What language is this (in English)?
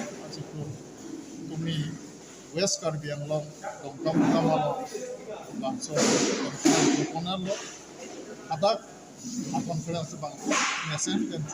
Karbi